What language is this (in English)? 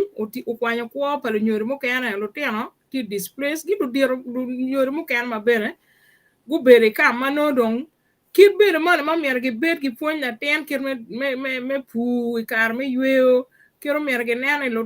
Acoli